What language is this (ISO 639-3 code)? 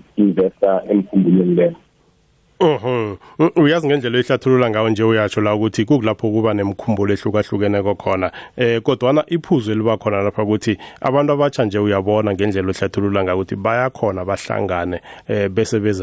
nbl